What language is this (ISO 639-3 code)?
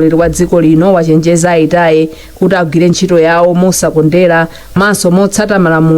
nya